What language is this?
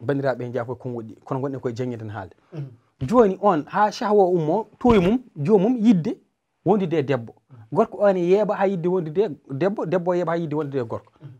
Fula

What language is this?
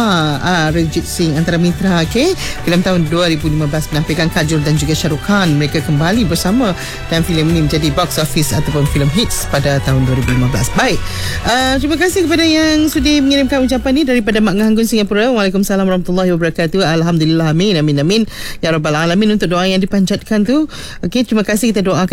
Malay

